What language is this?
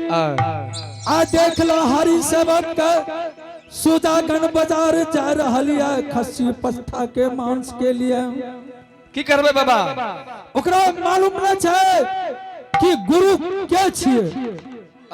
Angika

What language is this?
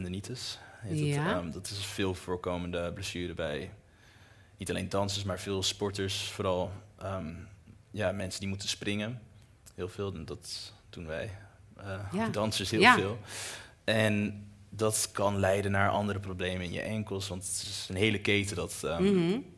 Dutch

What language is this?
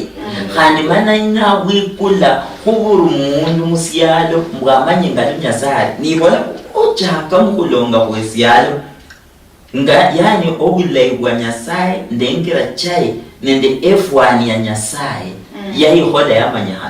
Luyia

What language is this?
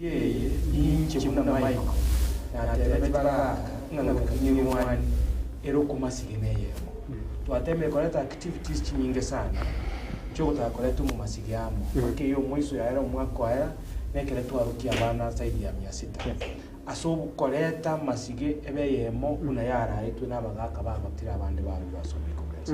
Gusii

